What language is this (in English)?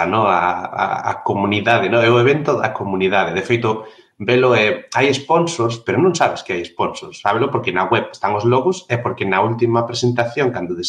Galician